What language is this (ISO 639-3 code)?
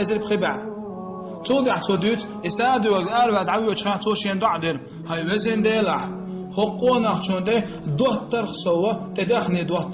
che